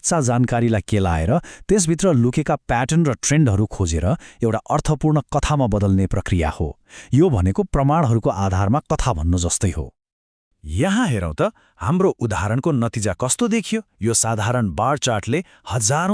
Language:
Nepali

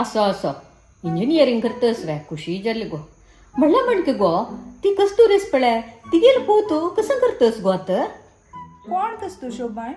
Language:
Konkani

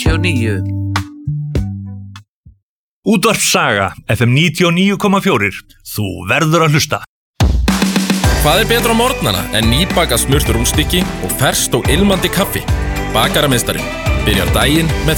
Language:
Icelandic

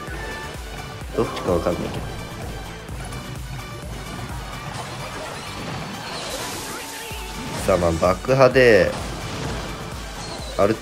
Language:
Japanese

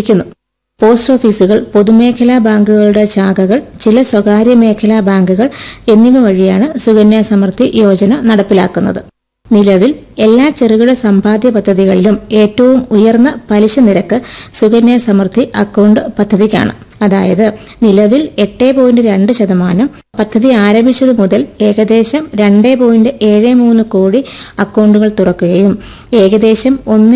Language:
Malayalam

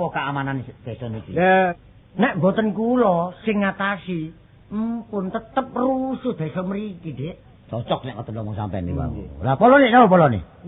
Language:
Javanese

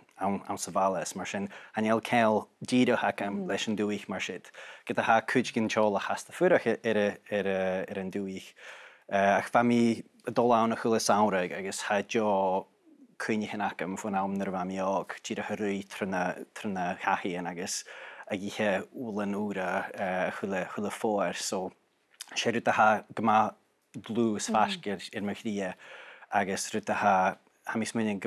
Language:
Scottish Gaelic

